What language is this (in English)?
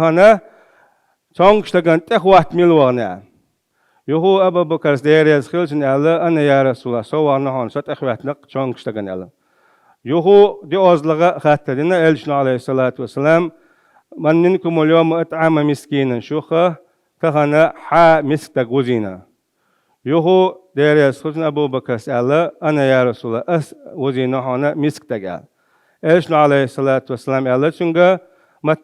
Chechen